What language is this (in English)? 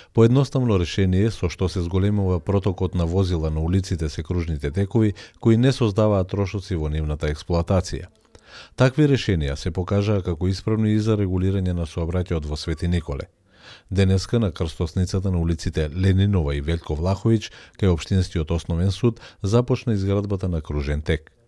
Macedonian